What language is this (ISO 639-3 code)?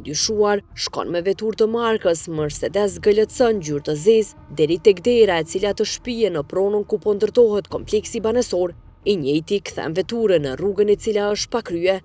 sqi